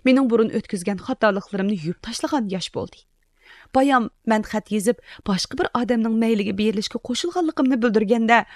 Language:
Uyghur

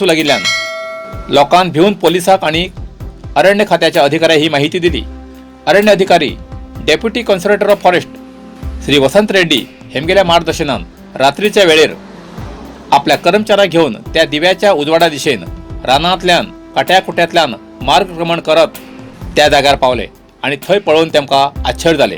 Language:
Konkani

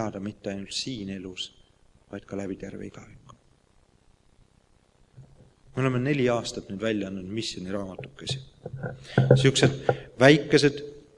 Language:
Estonian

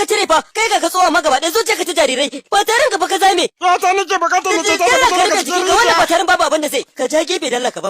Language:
Hausa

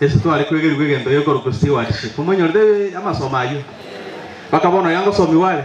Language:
Gusii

